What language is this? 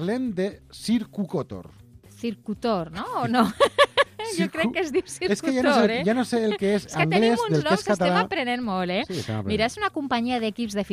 Catalan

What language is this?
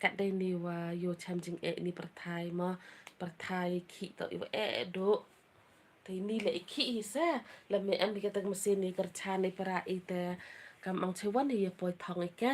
Khasi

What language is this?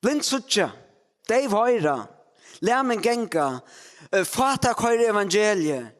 Faroese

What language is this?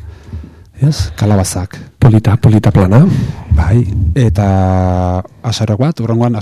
Basque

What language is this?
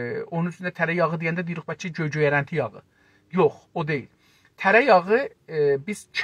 South Azerbaijani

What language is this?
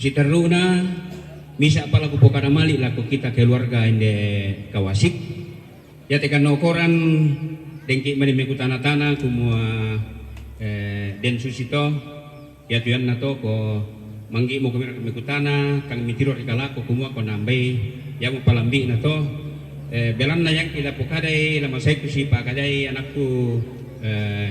Toraja-Sa'dan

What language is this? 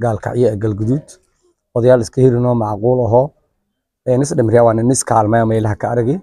Somali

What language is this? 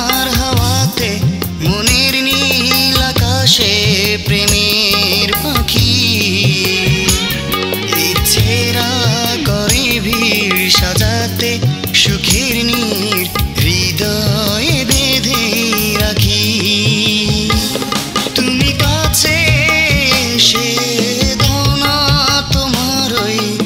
Bangla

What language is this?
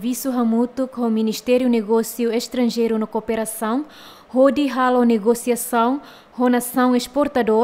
Tetum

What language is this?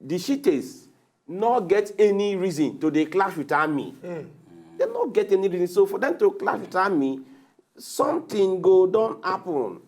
Nigerian Pidgin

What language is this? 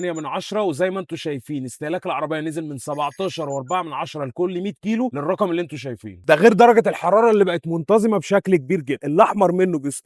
Egyptian Arabic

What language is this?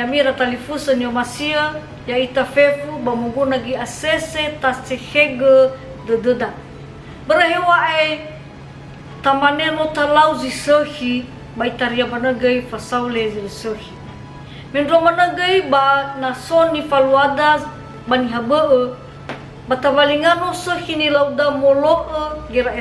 Nias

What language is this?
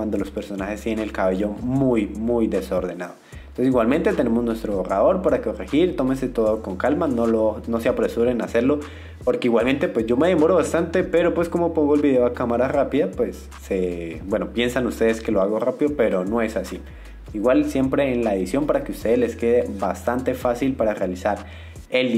Spanish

